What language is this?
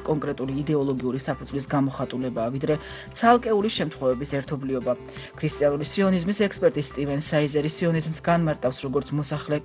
Georgian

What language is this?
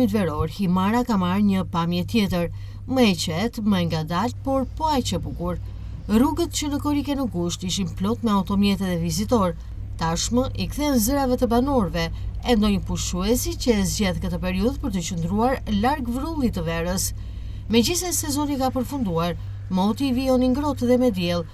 Albanian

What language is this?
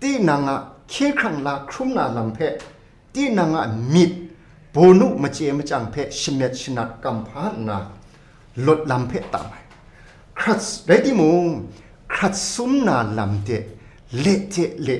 Kachin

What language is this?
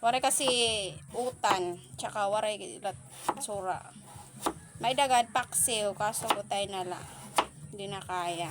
Waray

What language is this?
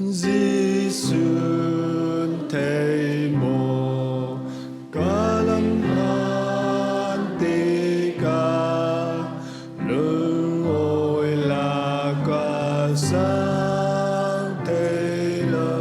Falam Chin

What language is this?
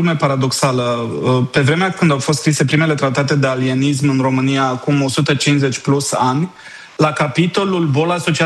Romanian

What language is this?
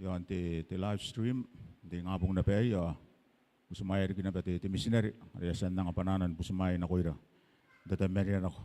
Gilbertese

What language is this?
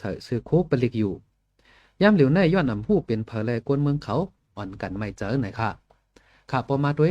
Shan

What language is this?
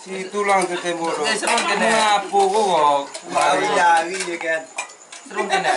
Minangkabau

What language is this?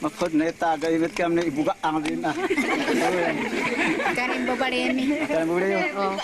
Tuwali Ifugao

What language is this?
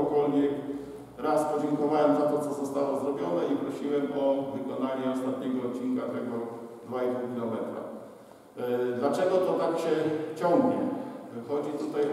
Polish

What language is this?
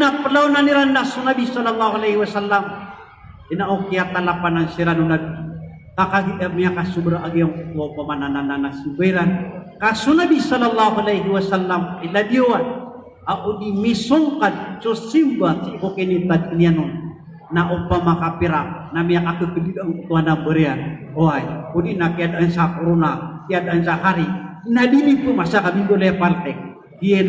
Maranao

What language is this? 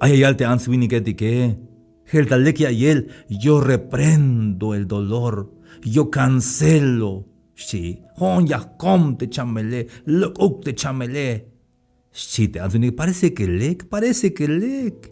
Tzeltal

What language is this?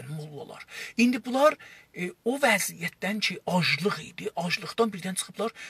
South Azerbaijani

